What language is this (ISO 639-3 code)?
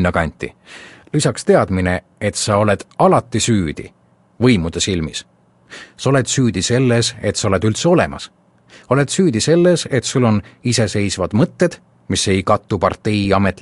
est